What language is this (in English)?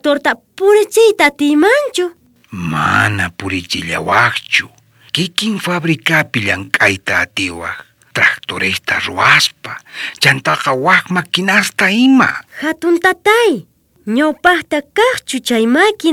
South Bolivian Quechua